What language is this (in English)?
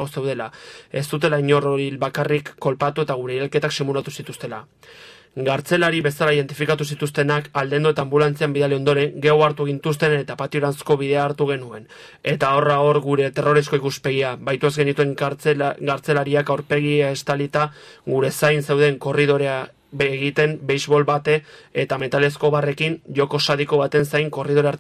Basque